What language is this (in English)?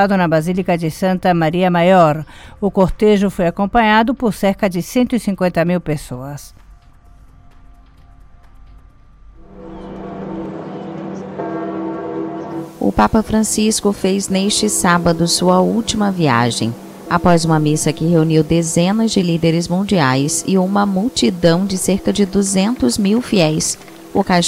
Portuguese